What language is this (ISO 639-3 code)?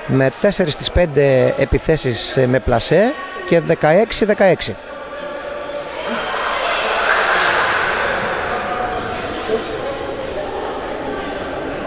ell